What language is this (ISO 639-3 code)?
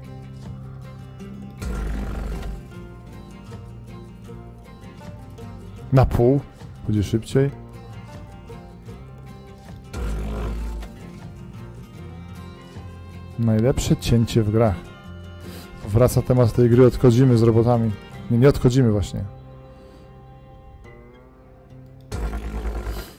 pol